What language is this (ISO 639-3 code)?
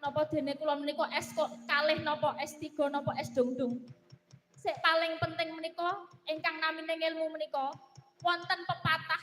jav